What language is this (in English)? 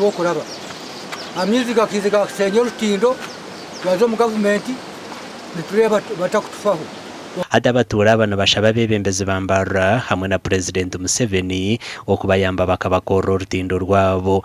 Nyankole